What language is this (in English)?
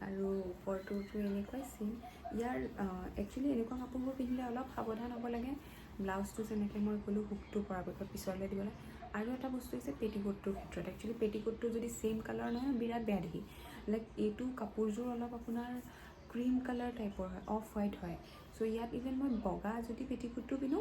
Assamese